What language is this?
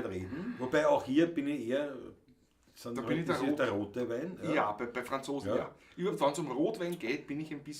Bavarian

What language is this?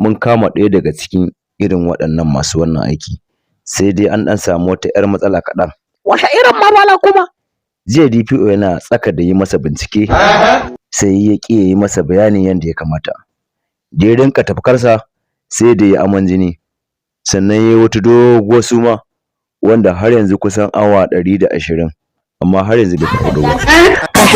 Hausa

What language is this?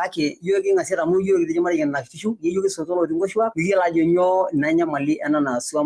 Masai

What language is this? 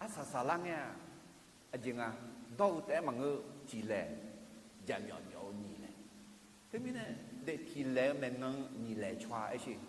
Akha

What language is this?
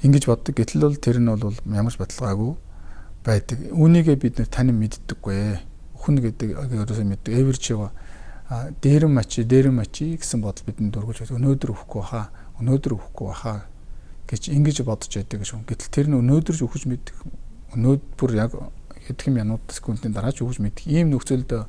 Mongolian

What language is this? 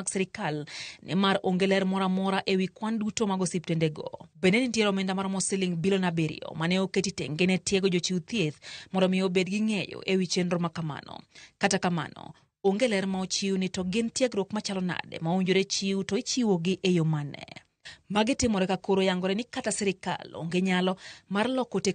Luo (Kenya and Tanzania)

